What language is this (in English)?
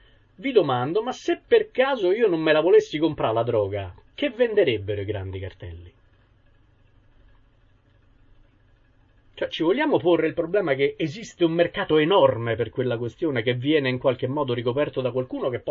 Italian